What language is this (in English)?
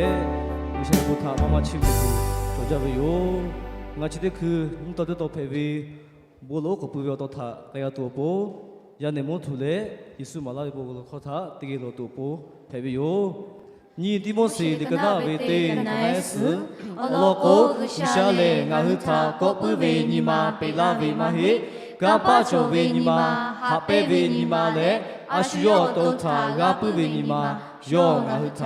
Lahu